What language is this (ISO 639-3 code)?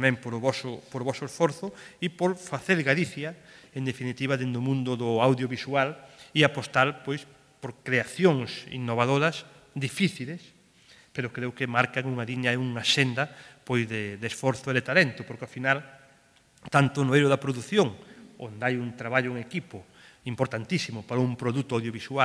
glg